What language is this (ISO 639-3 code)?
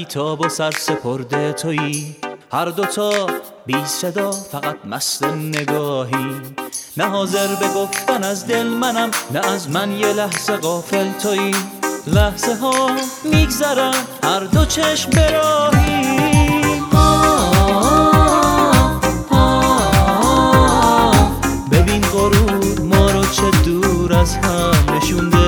fas